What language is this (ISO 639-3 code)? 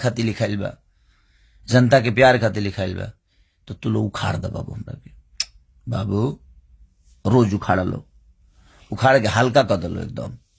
bho